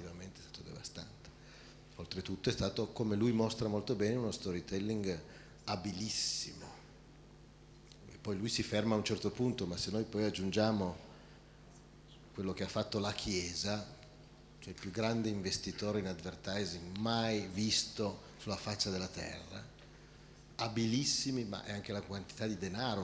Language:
Italian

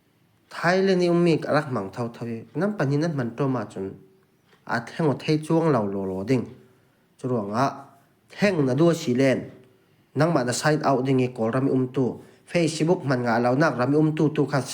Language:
Falam Chin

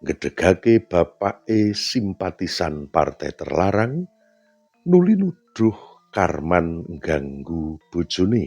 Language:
Javanese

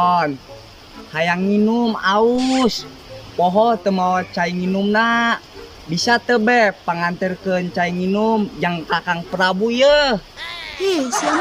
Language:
Sundanese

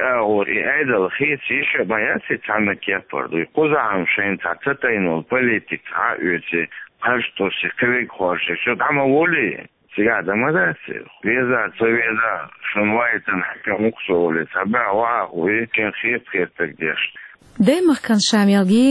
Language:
Chechen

